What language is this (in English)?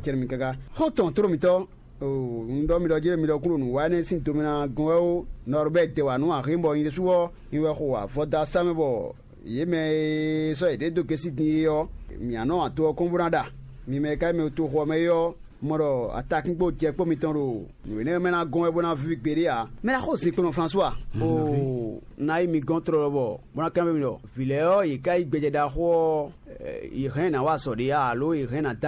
Fon